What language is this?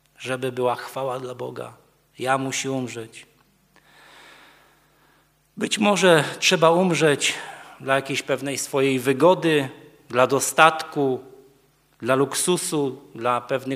Polish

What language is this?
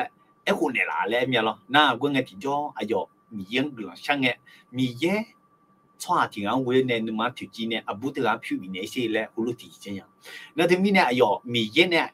Akha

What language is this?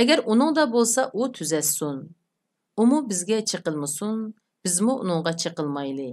Uyghur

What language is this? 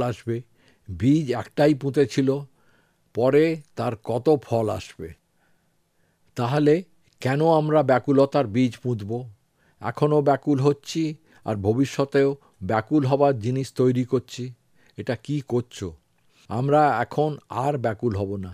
Bangla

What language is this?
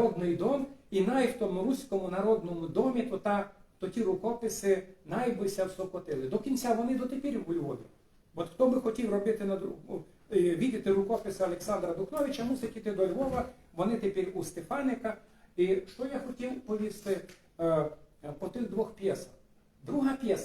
Rusyn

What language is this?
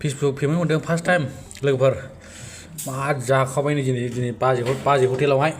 Bodo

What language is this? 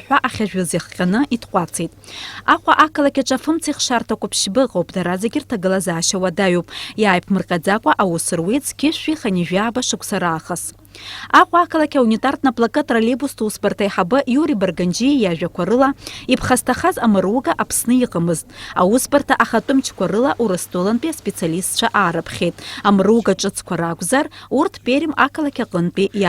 Abkhazian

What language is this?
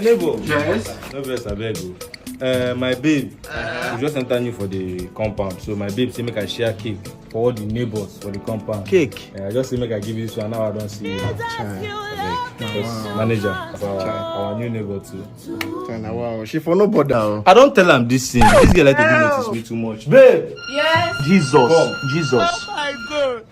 Nigerian Pidgin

